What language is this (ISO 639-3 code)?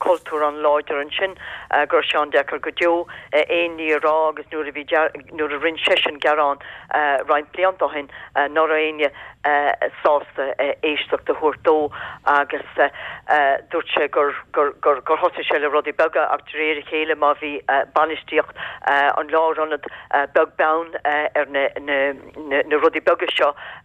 gle